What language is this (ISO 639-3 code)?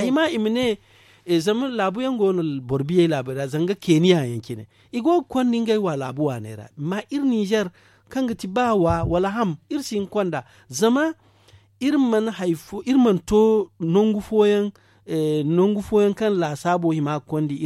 dje